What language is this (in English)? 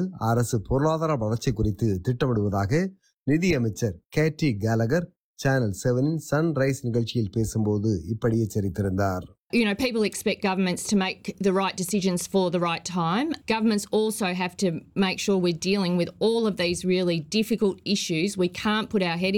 Tamil